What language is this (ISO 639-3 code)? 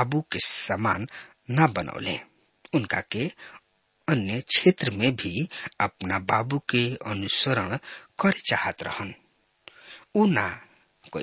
bho